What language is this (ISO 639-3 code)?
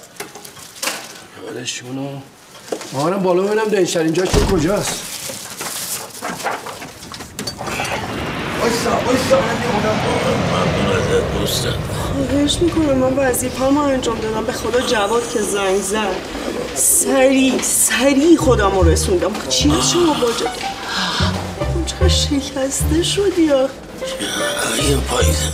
fas